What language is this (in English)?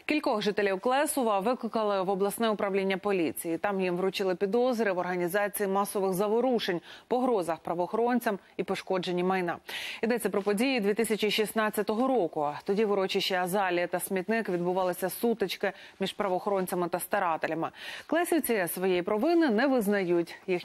Ukrainian